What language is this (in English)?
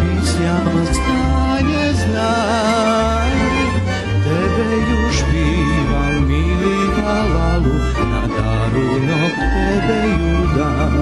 Rusyn